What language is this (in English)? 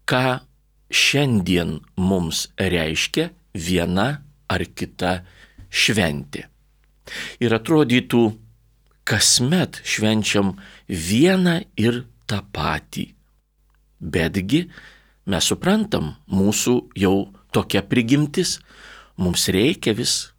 Lithuanian